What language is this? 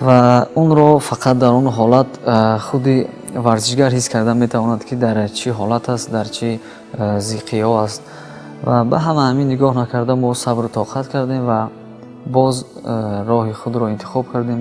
Tajik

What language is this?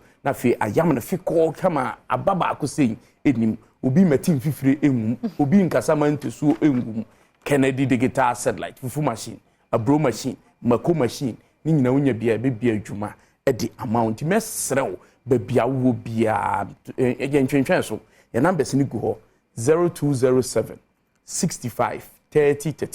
Akan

